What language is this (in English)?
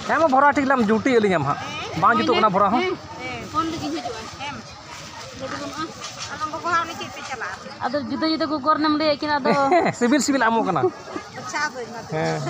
Santali